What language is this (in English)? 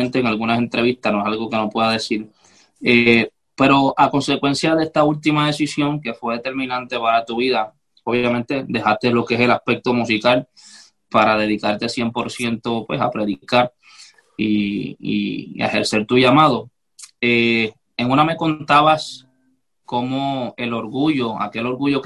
Spanish